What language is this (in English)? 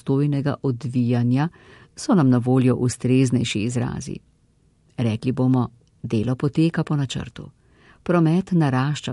Slovenian